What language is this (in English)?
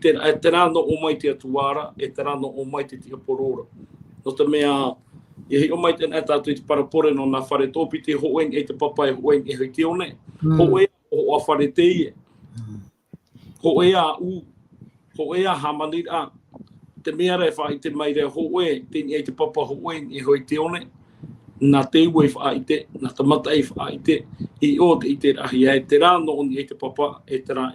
Tahitian